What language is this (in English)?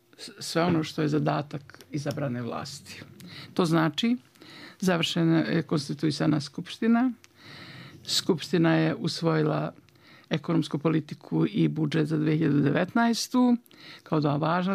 Bosnian